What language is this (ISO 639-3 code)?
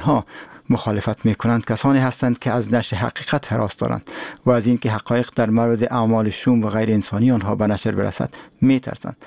fas